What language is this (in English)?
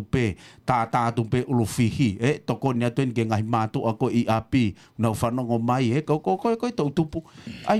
Tongan